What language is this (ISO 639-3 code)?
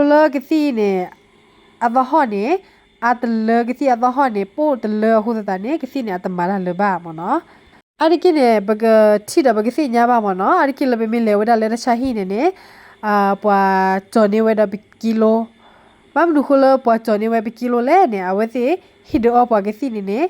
ksw